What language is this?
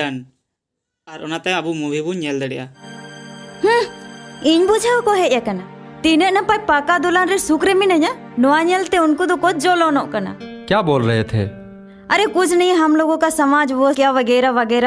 Santali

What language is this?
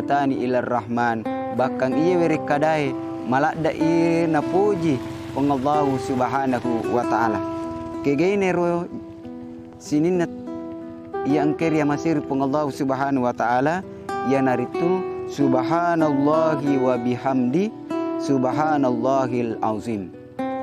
Buginese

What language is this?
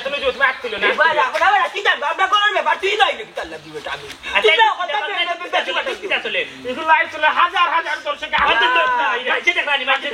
Sylheti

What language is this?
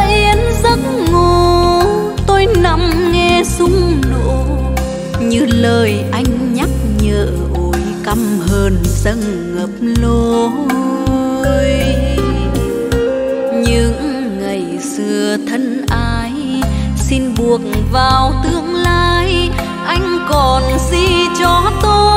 Vietnamese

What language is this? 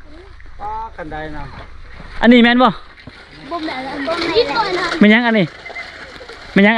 Lao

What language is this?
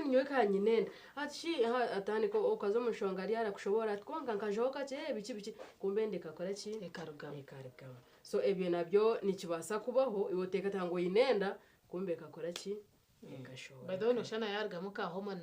Nyankole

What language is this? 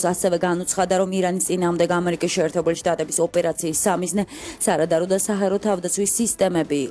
Georgian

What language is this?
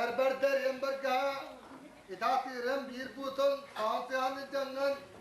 Yakut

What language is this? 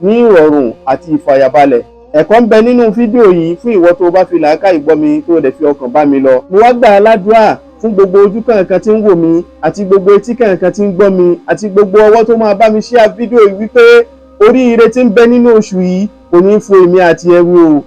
Yoruba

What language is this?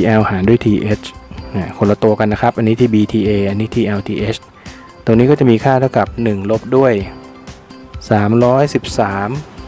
Thai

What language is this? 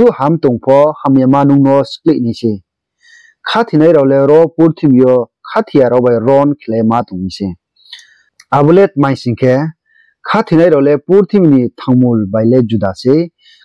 Riang (India)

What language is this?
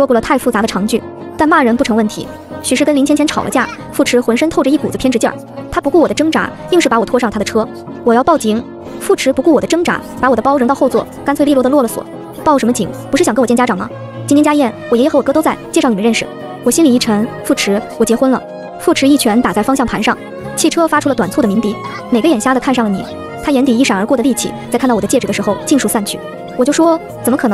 Chinese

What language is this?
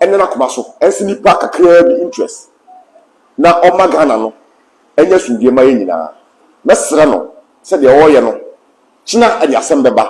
Akan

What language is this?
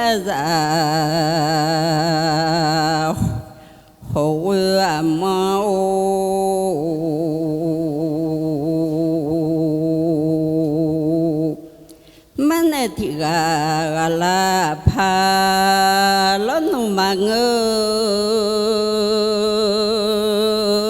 Akha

